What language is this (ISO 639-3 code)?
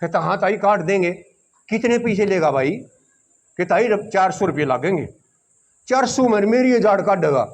bgc